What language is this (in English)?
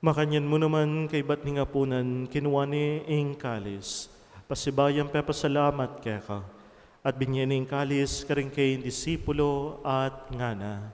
Pampanga